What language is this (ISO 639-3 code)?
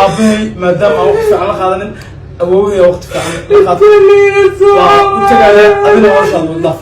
som